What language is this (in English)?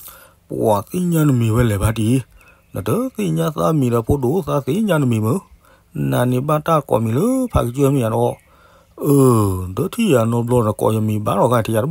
S'gaw Karen